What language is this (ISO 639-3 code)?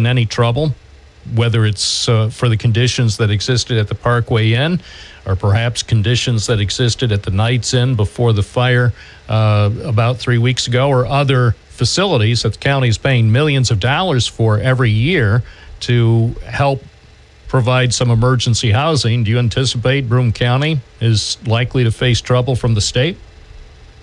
eng